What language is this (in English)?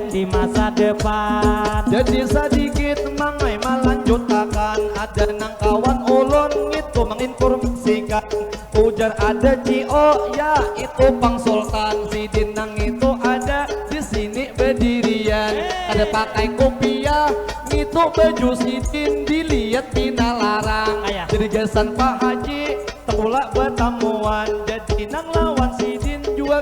Banjar